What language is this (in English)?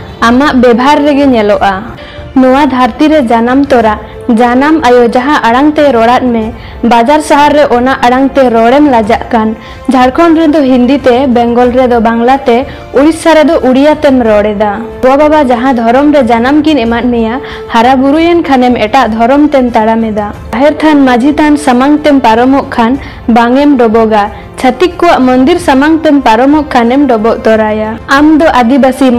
Santali